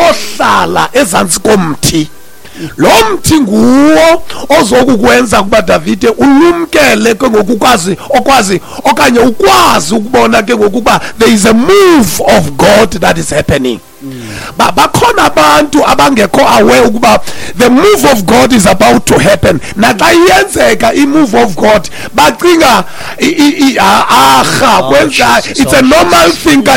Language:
Xhosa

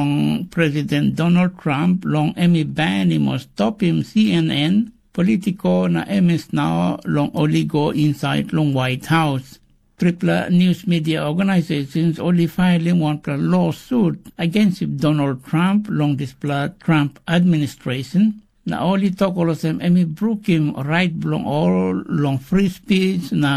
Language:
Tok Pisin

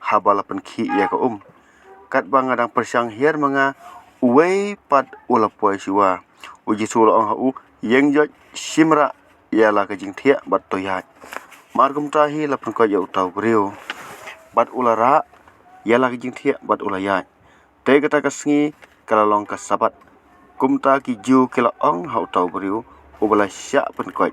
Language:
Khasi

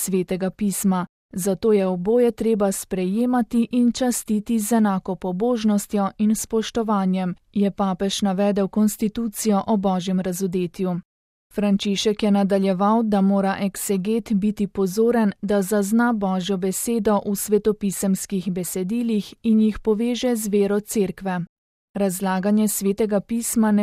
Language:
Slovenian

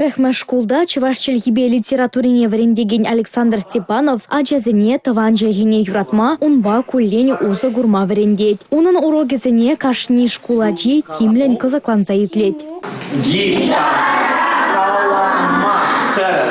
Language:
Chuvash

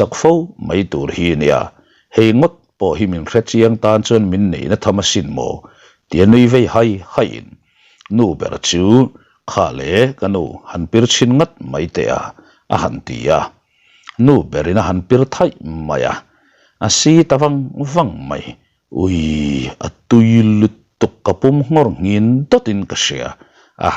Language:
Mizo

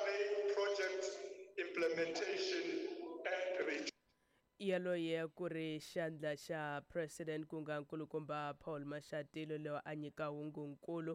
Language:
Tsonga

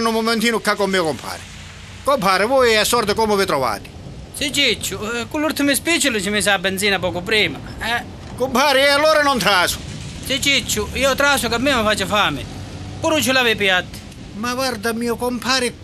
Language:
Sicilian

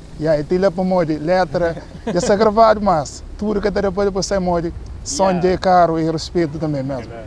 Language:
Kabuverdianu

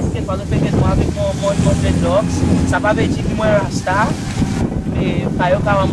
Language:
Seselwa Creole French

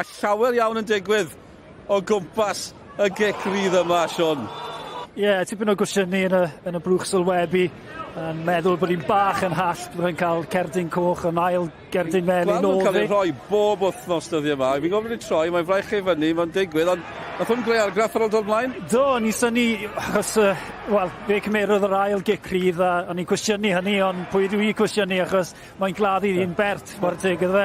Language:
Welsh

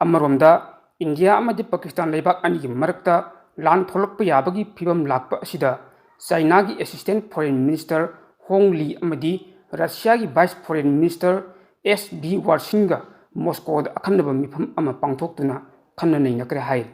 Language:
Manipuri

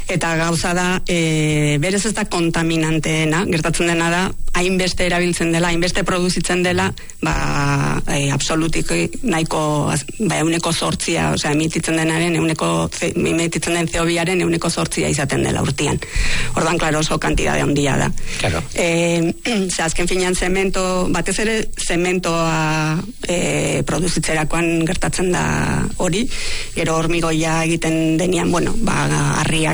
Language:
Basque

